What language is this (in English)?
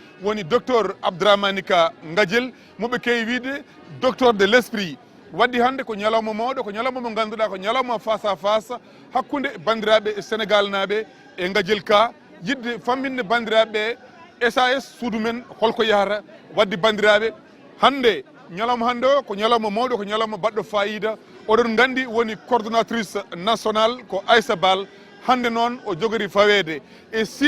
Fula